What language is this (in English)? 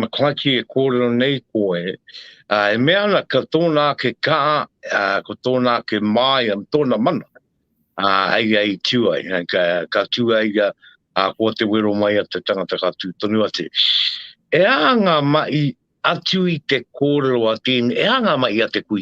Māori